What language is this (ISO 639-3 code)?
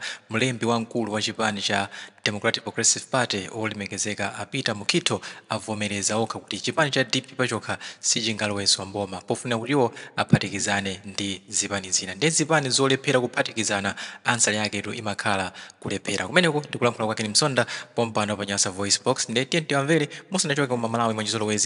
nya